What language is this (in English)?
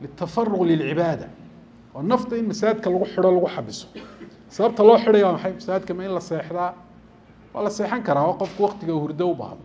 Somali